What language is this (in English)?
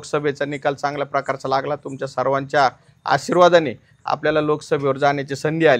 Marathi